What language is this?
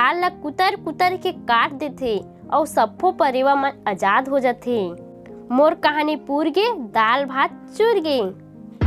Chhattisgarhi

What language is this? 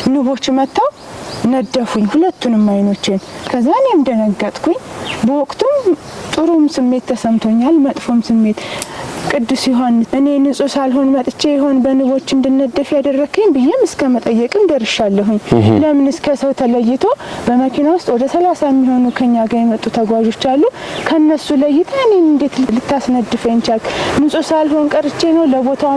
Amharic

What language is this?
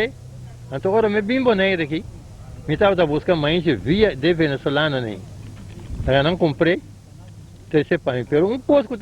Papiamento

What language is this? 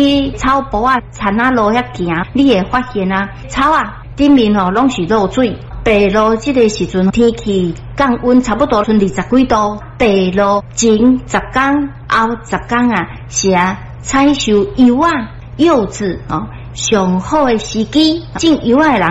Min Nan Chinese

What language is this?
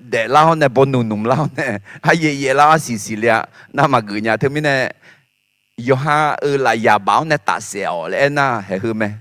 Akha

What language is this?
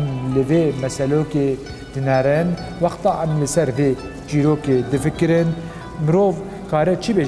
Kurdish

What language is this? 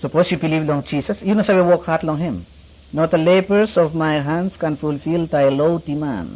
Bislama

